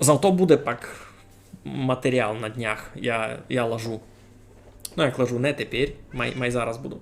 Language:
Rusyn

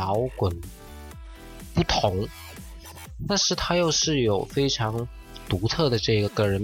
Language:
Chinese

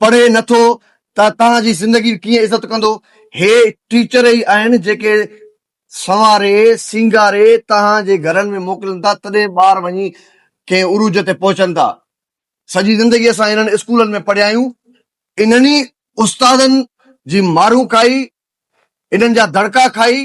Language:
Sindhi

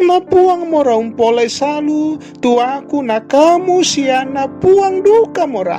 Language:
Toraja-Sa'dan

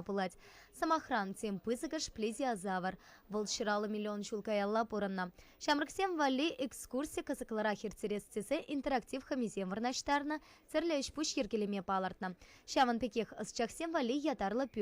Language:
Chuvash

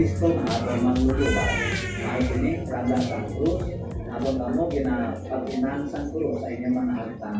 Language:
Hiligaynon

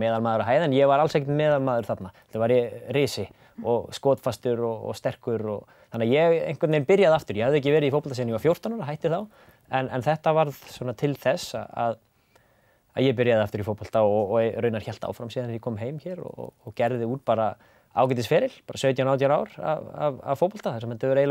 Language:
Icelandic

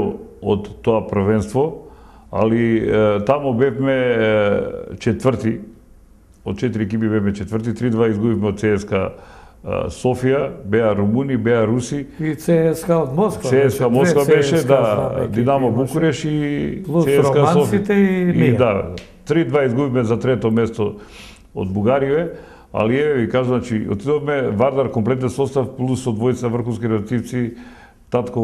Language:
Macedonian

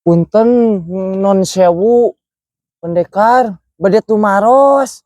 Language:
Sundanese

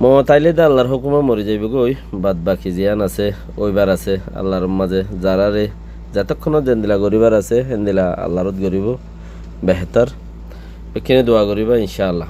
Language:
Rohingya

